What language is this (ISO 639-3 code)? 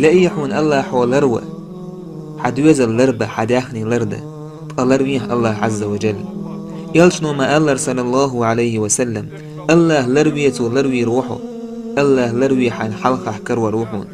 che